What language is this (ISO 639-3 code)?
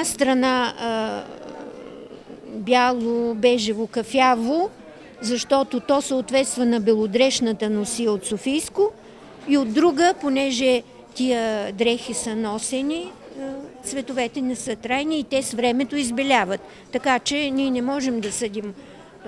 bul